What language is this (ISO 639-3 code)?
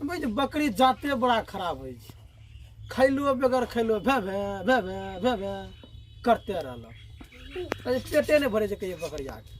mai